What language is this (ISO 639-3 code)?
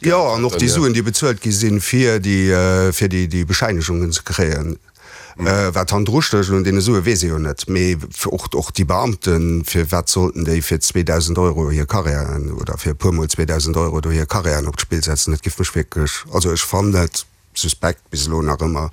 ltz